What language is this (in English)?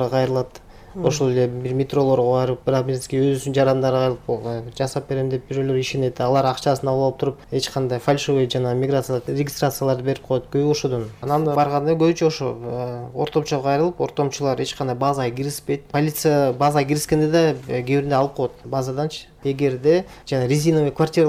Kyrgyz